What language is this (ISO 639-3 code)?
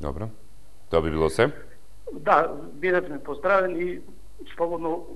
mkd